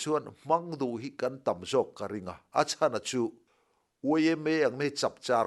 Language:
Mizo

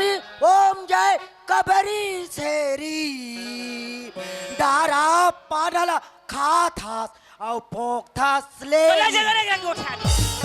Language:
Chhattisgarhi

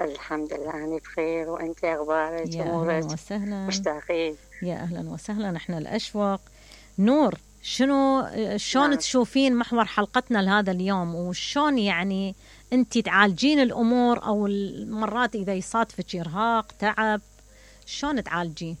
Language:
Mesopotamian Arabic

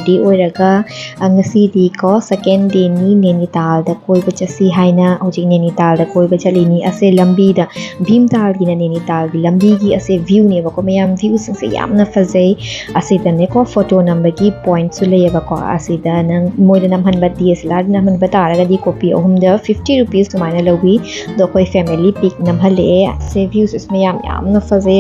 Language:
Manipuri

